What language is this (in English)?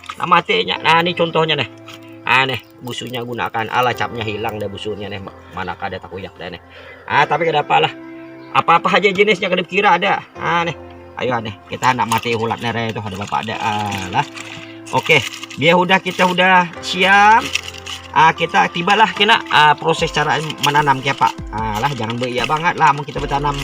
Banjar